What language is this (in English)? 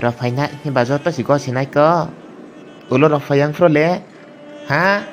Kok Borok